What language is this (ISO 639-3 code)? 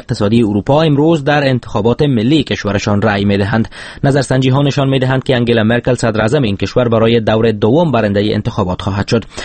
fas